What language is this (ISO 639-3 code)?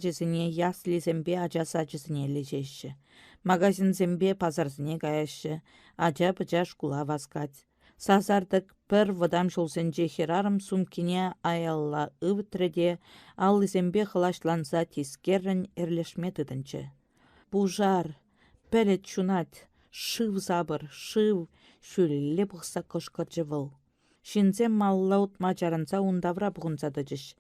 chv